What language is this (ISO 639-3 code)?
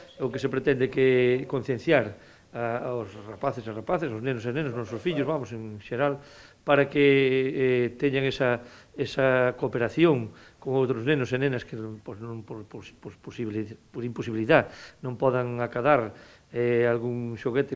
glg